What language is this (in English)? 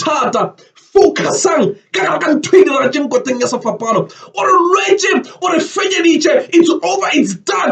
Northern Sotho